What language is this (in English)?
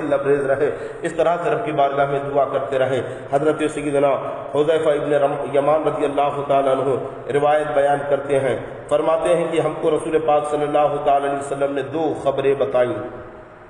Urdu